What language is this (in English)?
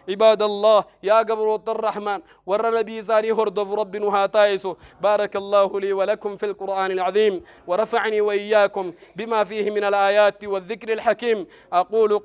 Oromo